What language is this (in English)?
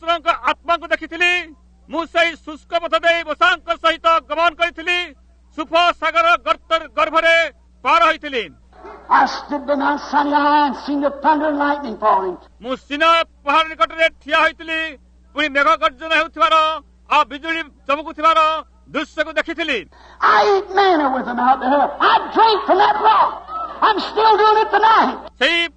Odia